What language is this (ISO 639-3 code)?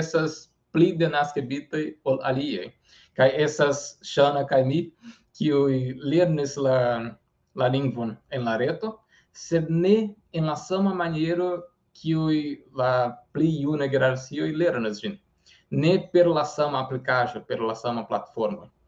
epo